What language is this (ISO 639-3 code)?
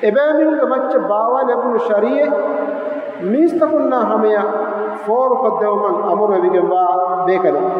div